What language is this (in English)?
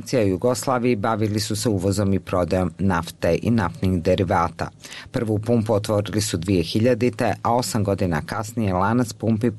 Bosnian